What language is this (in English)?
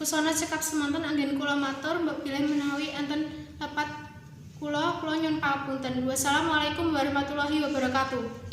Javanese